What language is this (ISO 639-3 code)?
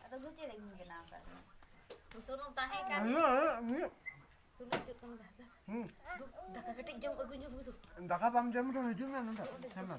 sat